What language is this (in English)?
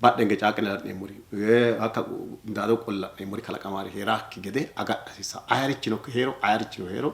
Sidamo